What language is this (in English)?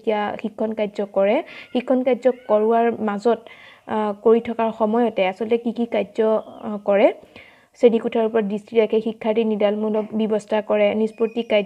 Assamese